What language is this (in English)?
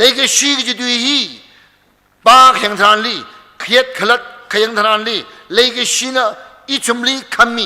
Tangkhul Naga (India)